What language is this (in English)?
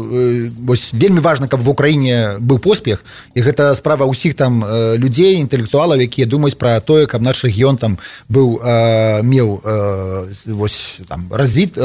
Belarusian